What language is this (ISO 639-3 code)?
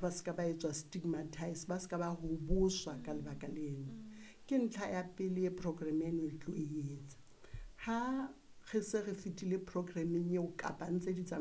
sot